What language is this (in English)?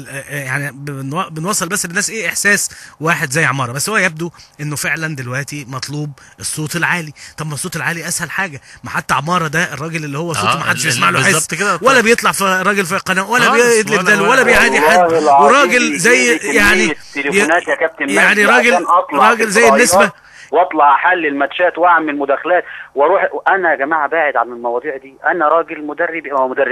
Egyptian Arabic